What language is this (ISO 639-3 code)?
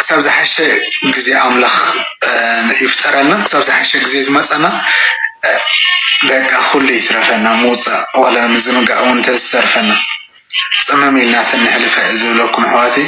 tir